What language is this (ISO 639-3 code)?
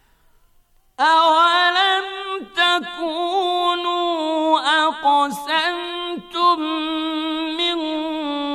bos